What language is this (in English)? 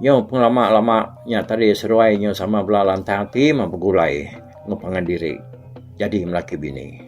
Iban